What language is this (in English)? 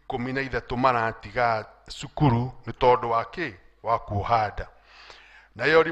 Kikuyu